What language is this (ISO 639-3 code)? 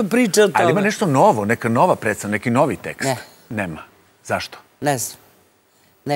srp